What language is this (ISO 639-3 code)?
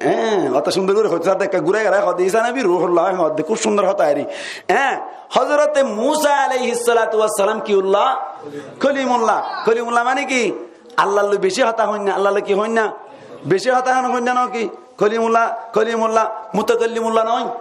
rhg